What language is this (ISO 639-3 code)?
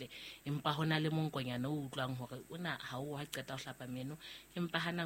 sot